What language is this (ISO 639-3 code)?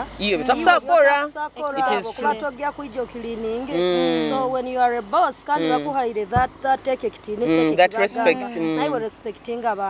nyo